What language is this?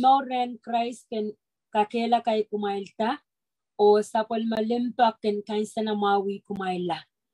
Pohnpeian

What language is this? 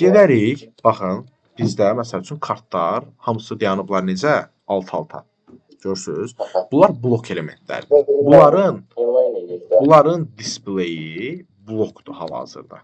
Azerbaijani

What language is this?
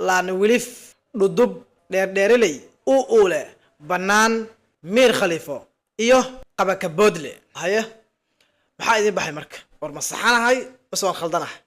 Somali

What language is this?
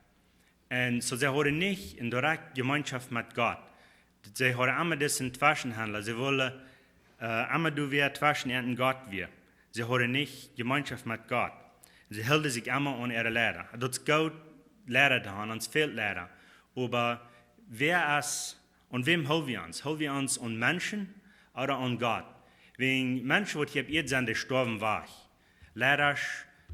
Plautdietsch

